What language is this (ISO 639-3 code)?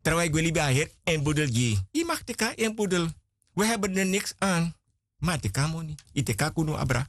srn